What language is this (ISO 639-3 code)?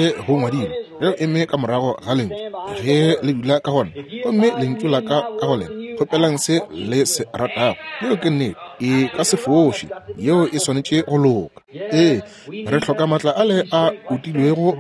nso